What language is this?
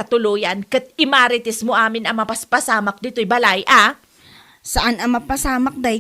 Iloko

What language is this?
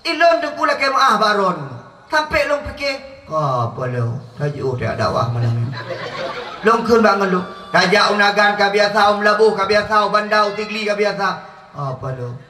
Achinese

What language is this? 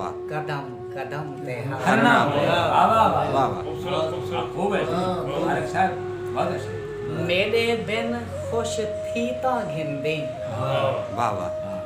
Saraiki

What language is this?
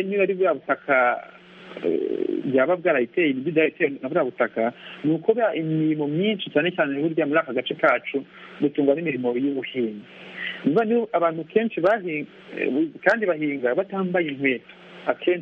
Kinyarwanda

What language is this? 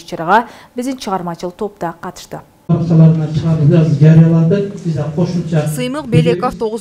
Kyrgyz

